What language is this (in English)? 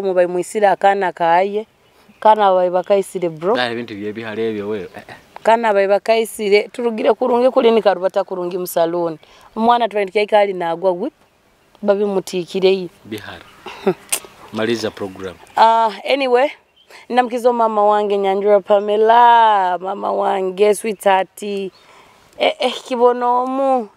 Nyoro